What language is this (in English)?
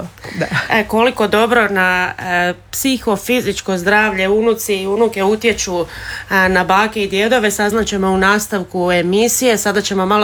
Croatian